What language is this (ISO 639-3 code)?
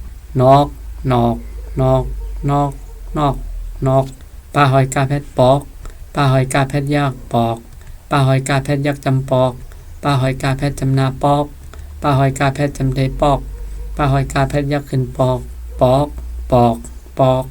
shn